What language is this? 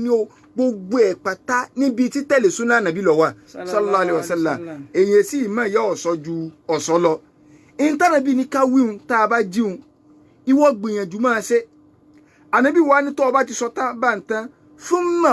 Yoruba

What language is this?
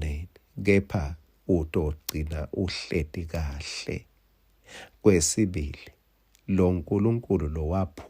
Swati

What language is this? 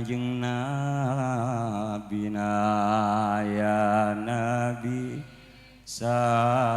Madurese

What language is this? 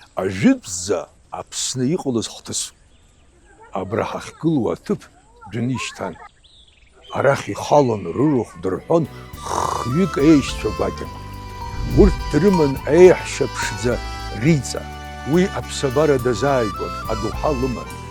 Abkhazian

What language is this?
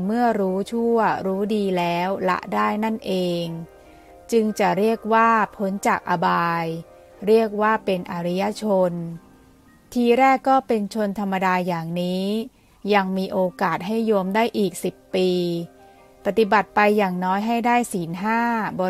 Thai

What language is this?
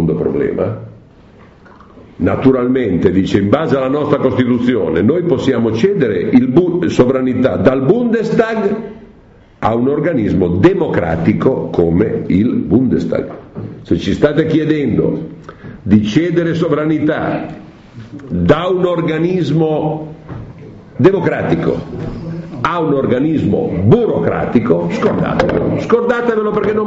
Italian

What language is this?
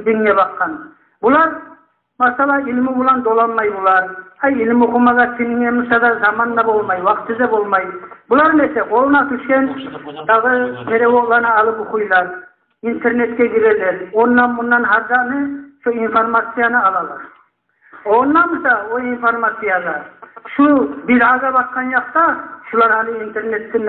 Kumyk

